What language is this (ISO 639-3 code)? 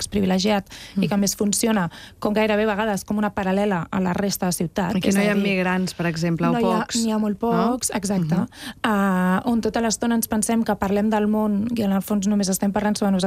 cat